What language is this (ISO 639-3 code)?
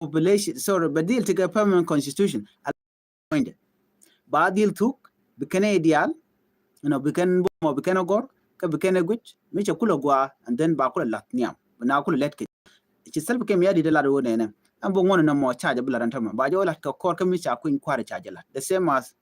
nus